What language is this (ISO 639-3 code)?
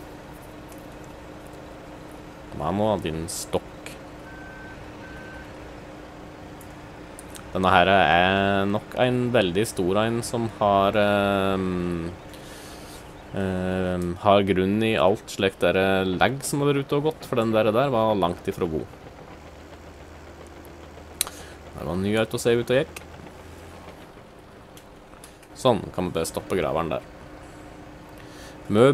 nor